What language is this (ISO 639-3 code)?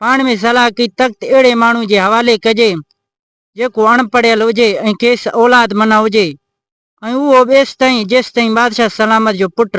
snd